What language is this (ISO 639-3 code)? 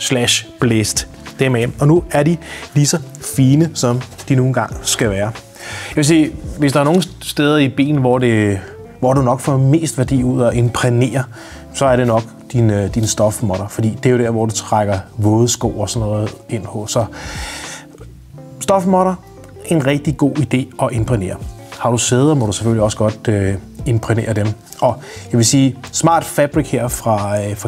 dan